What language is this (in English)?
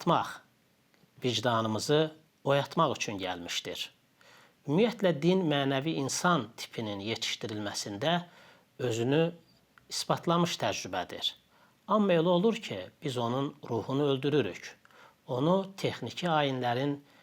Azerbaijani